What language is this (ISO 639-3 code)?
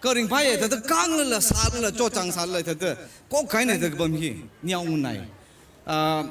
nmf